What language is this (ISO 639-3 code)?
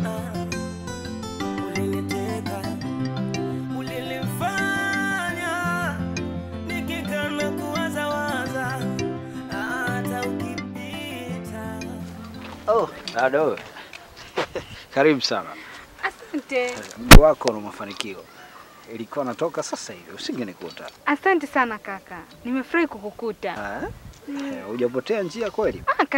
swa